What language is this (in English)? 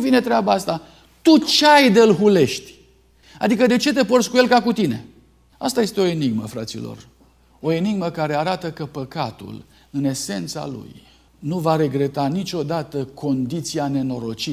Romanian